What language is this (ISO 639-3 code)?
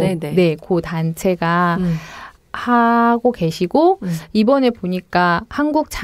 kor